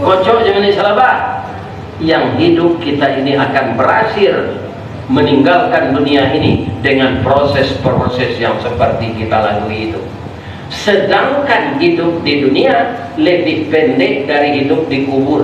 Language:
Minangkabau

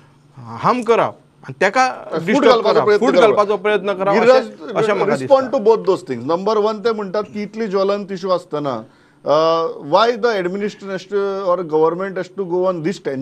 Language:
Konkani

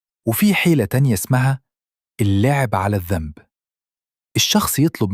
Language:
Egyptian Arabic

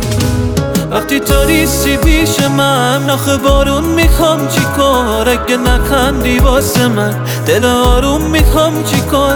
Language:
Persian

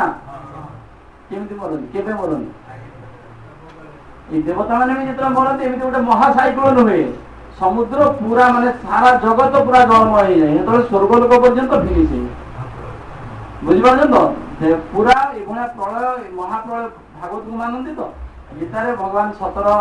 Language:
Odia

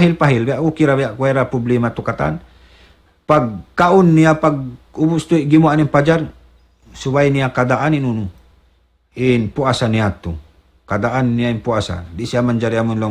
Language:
Tausug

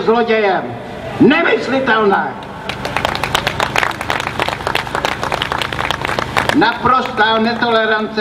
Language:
Czech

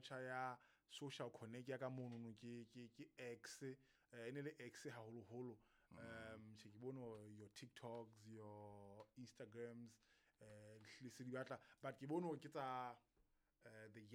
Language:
Southern Sotho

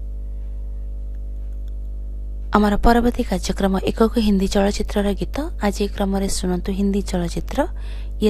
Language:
Odia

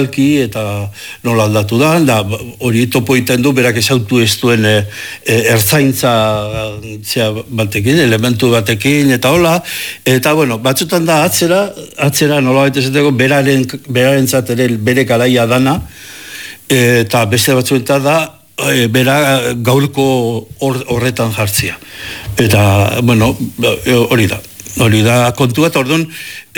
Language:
Basque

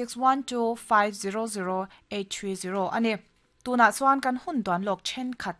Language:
Mizo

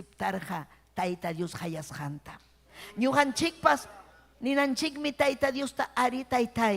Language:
Ayacucho Quechua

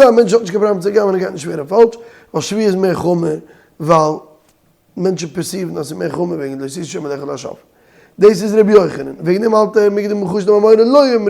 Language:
Yiddish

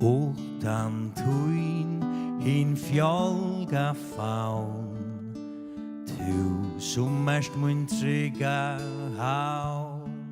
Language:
Faroese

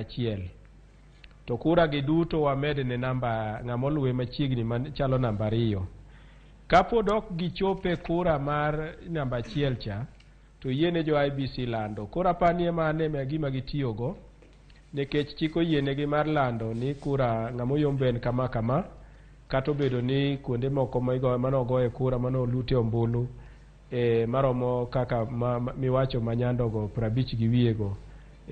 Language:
Luo (Kenya and Tanzania)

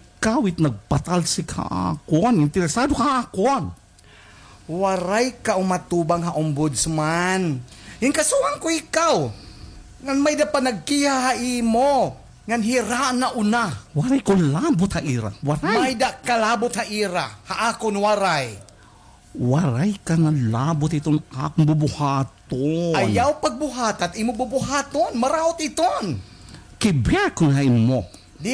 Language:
Waray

